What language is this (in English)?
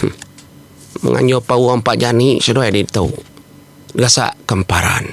Iban